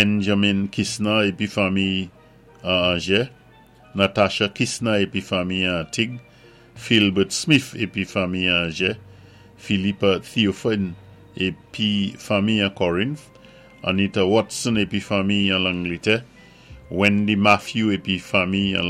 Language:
Saint Lucian Creole French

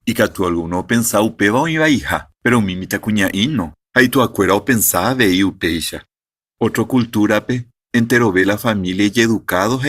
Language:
Guarani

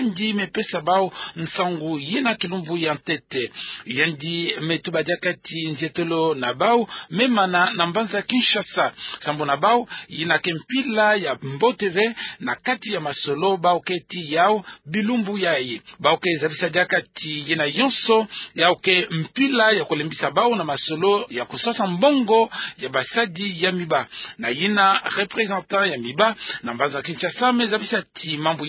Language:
Kituba (Democratic Republic of Congo)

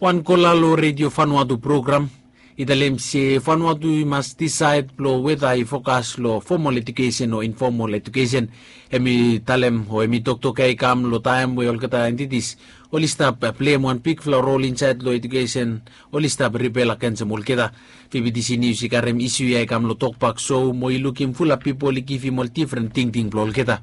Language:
Bislama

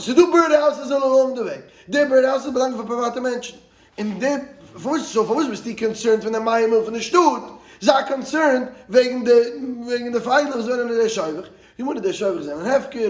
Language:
Yiddish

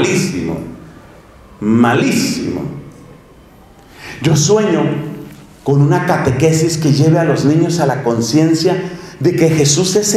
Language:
Spanish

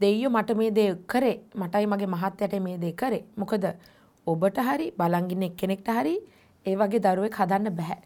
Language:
Sinhala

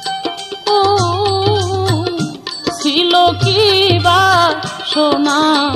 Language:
Bangla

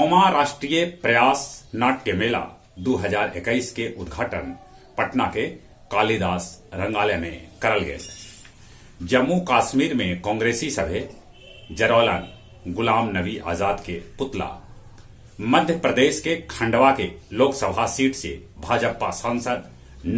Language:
Magahi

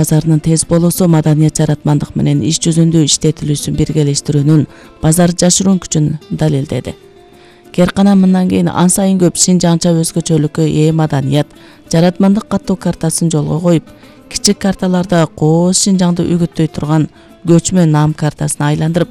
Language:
Kyrgyz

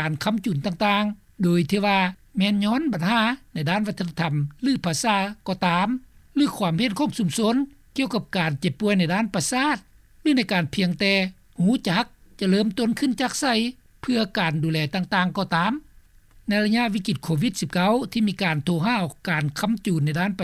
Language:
Lao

